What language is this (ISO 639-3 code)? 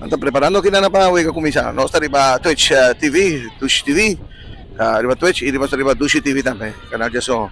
pap